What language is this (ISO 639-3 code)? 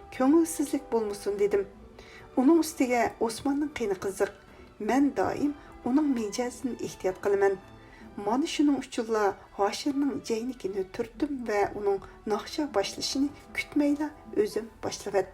uig